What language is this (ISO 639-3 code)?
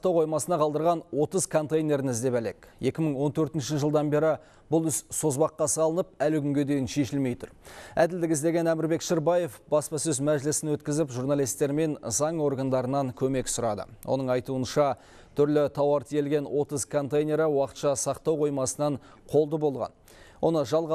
kaz